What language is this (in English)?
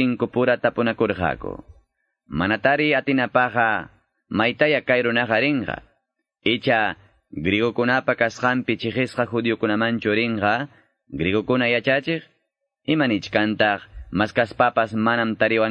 Quechua